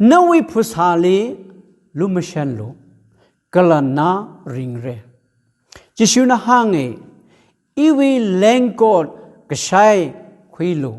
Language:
Tangkhul Naga (India)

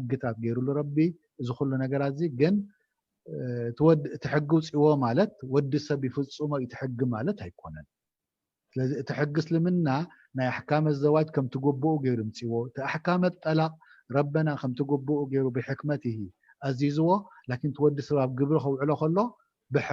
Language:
Tigrinya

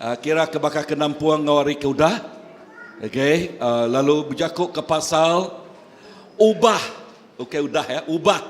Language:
Iban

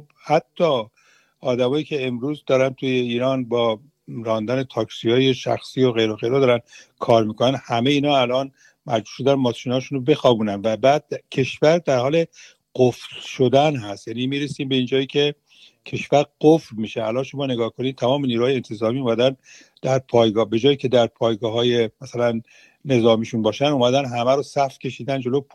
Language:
Persian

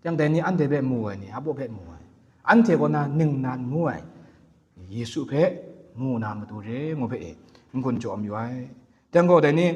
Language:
Kachin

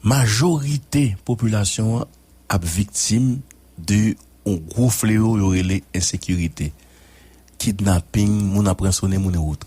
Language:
Haitian Creole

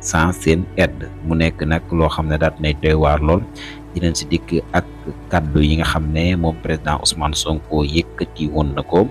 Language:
Wolof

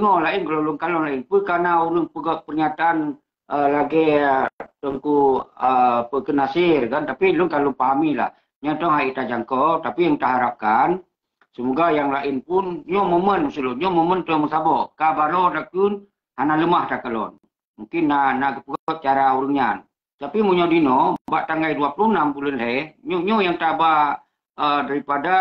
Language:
Achinese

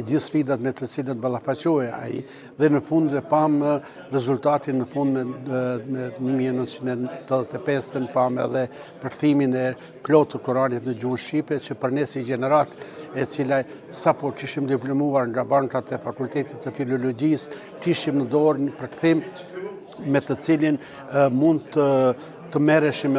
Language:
Albanian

